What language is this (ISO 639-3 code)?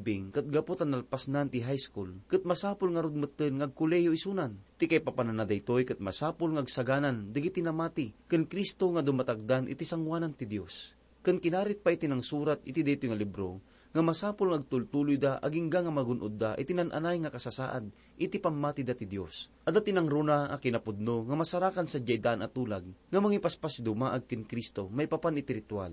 ilo